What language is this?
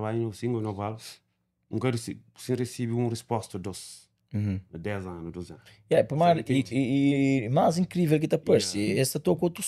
Kabuverdianu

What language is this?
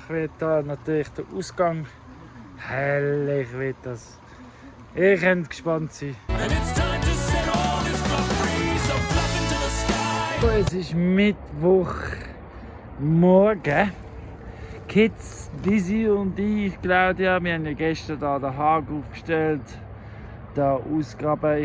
Swiss German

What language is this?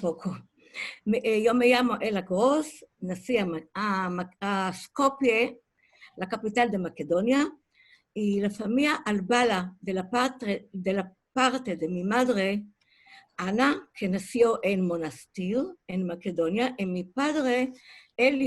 Ladino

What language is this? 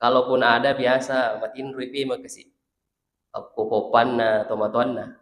Buginese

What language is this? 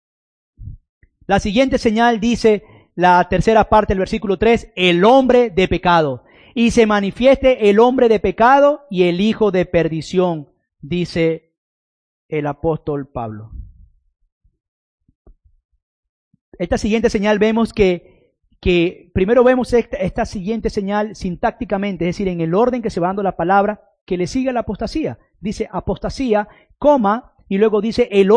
Spanish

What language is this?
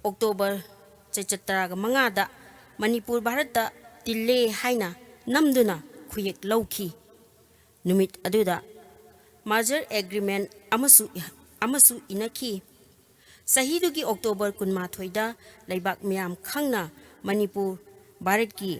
Manipuri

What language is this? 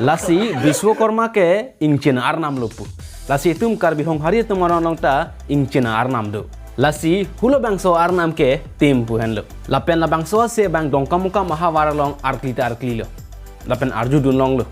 Karbi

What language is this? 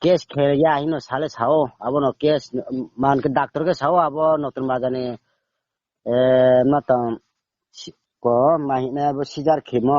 Riang (India)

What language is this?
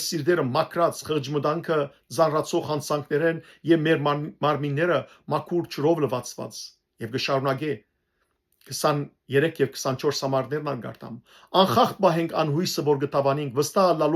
Western Armenian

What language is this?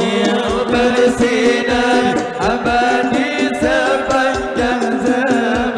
Banjar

